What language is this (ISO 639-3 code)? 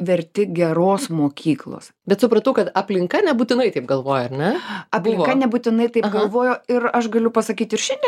lit